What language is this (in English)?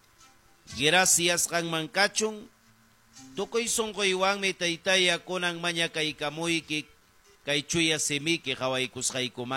Ayacucho Quechua